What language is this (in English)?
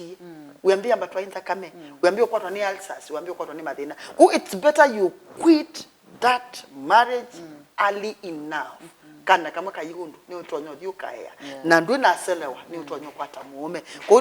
Kamba